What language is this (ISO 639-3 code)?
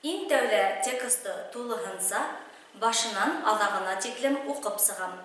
bak